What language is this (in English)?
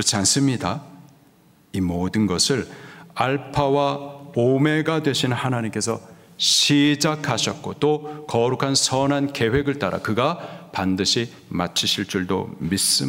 Korean